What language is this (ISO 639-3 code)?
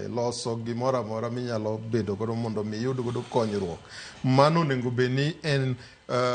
luo